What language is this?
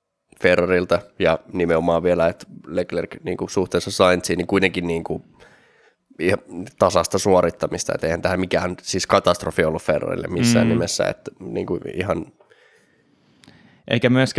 Finnish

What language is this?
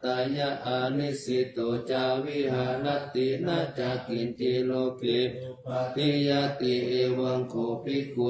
Pali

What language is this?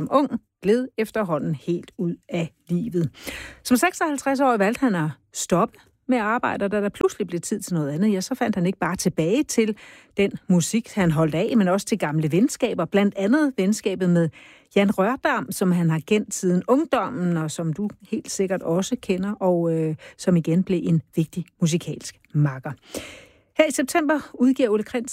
Danish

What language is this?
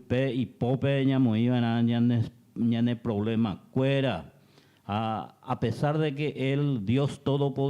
Guarani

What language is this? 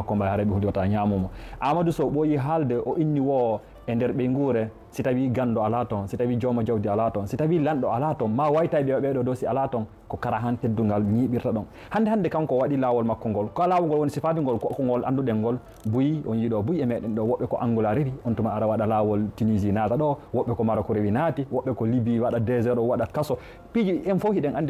Fula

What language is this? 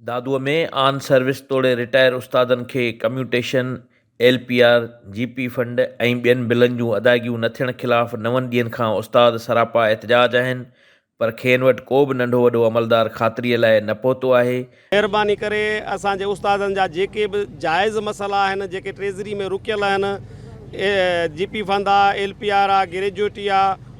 Sindhi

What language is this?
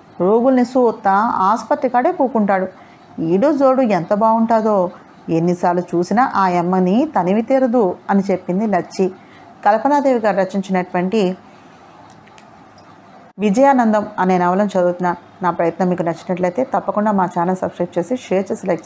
Telugu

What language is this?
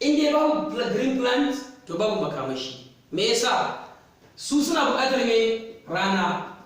Hausa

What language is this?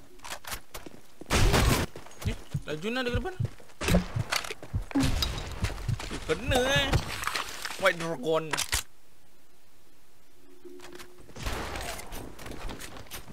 Malay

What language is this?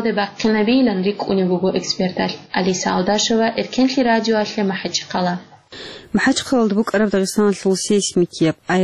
Avaric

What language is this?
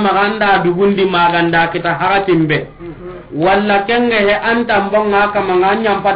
Soninke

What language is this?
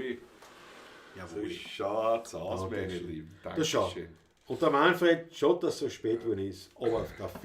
Bavarian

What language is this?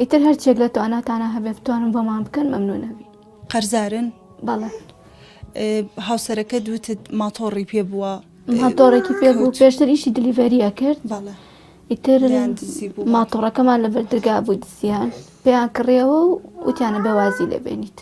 Central Kurdish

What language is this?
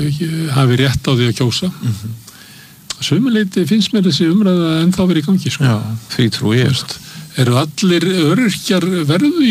Icelandic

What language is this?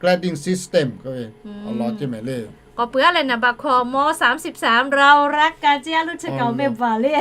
Lahu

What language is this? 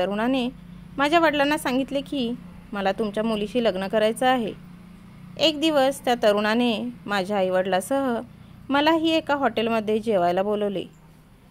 Marathi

